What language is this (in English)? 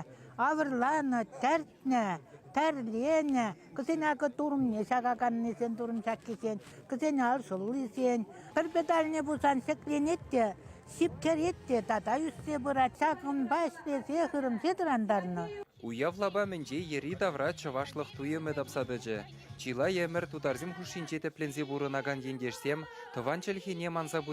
Chuvash